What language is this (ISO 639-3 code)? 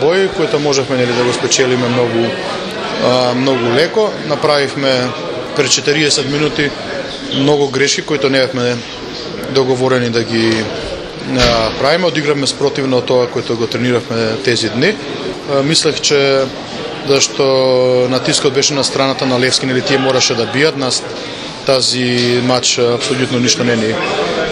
mkd